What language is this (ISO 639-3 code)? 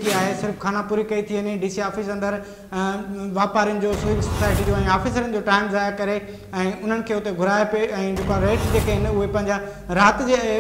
snd